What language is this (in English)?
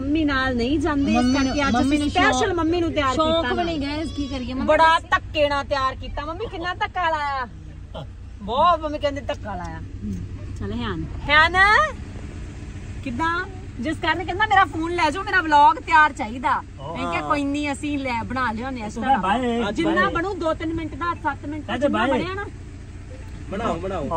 Punjabi